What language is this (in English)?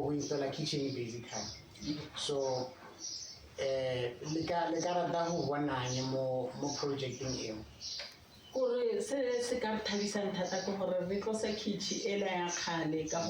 Tswana